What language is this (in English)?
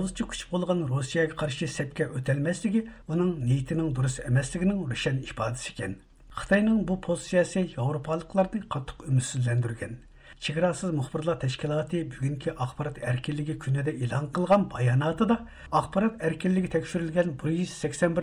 Uyghur